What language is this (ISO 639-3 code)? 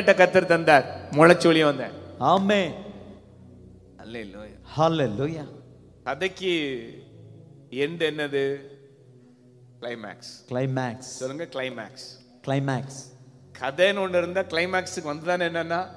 tam